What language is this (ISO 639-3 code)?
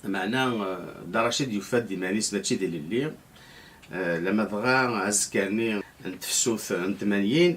kab